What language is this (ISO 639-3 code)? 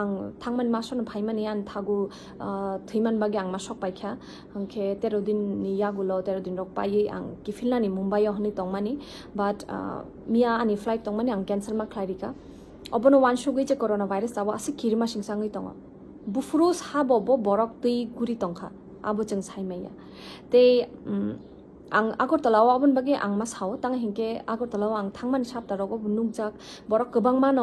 trp